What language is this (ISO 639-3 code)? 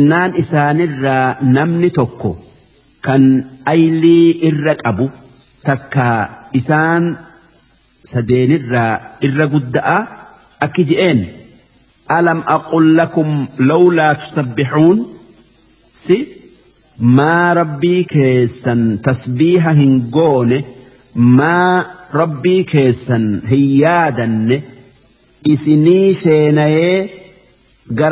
orm